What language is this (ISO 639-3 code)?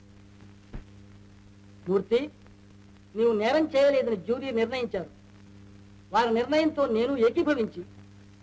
tel